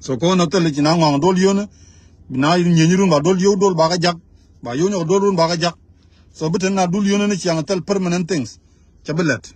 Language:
Nuer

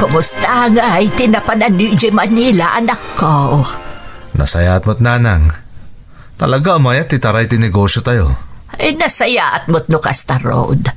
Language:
Iloko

